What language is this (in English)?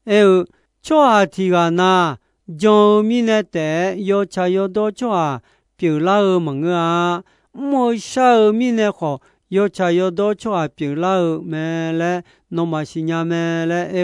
Akha